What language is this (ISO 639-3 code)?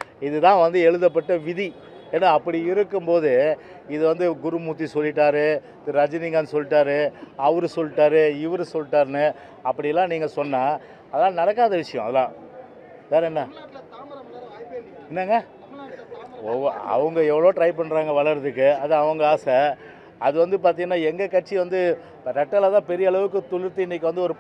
tam